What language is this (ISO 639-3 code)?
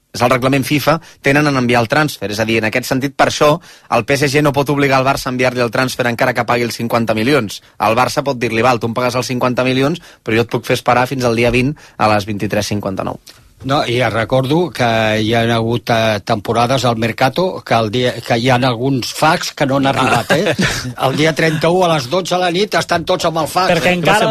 cat